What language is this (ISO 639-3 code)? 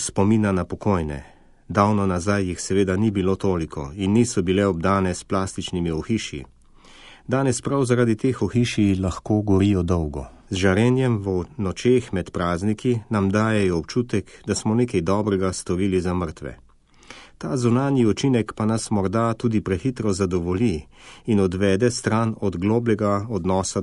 slv